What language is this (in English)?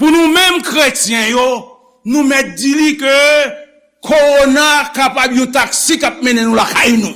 Haitian Creole